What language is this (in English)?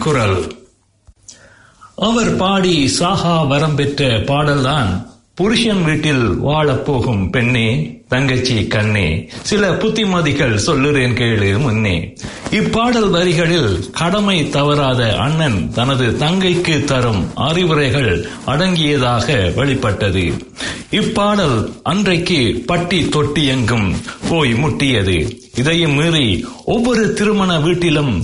Tamil